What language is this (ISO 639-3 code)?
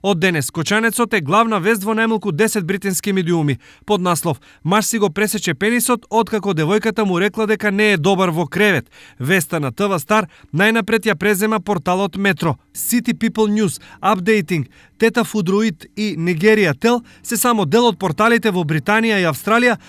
mkd